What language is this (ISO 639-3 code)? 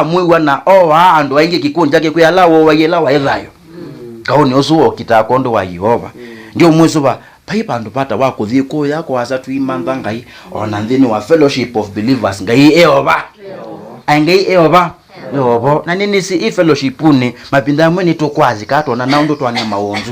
kam